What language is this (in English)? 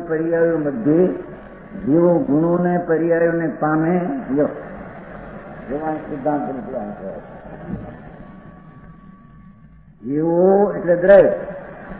Gujarati